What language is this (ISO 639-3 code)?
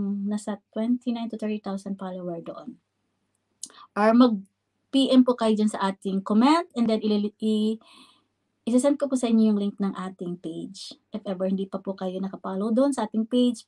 fil